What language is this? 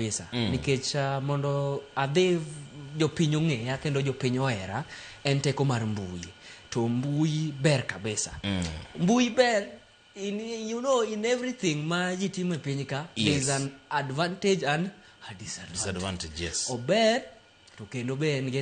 Luo (Kenya and Tanzania)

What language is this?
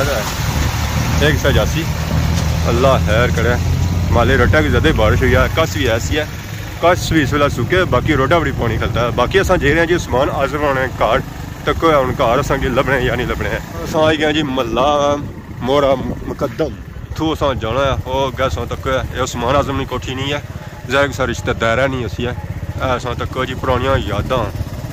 Pahari-Potwari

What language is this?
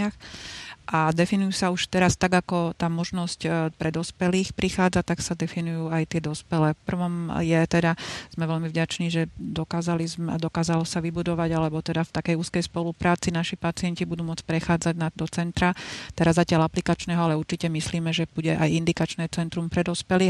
Slovak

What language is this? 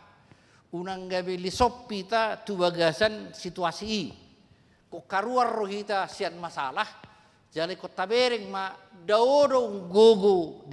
Batak Toba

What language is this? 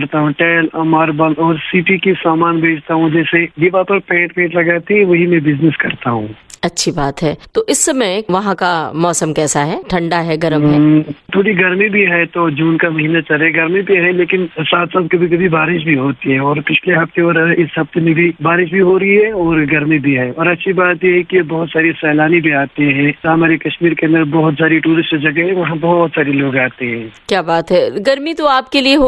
Hindi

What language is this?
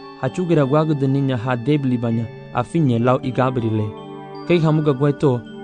Garifuna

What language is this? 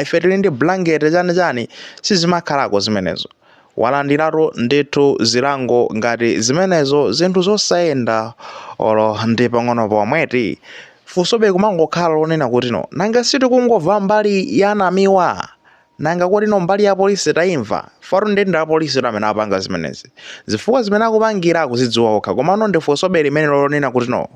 Nyanja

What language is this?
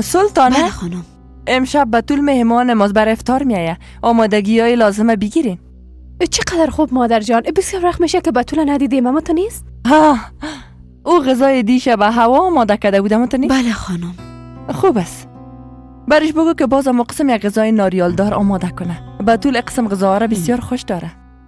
Persian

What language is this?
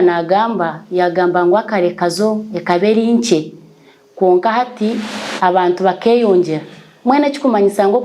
Nyankole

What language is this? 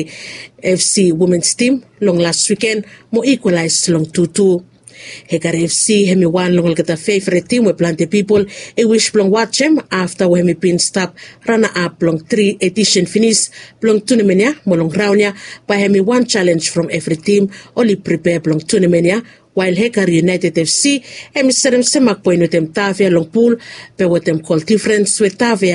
Bislama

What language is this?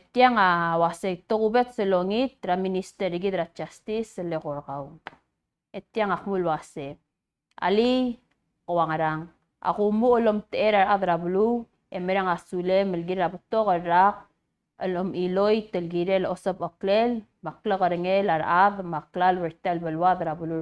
Palauan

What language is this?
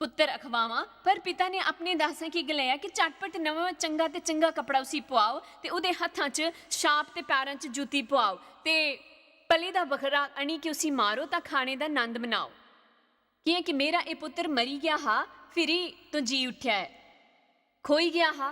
Dogri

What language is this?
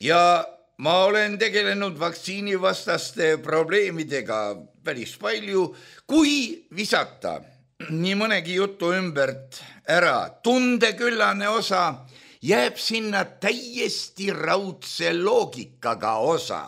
Estonian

